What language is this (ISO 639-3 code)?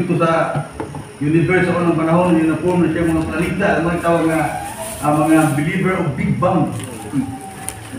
ceb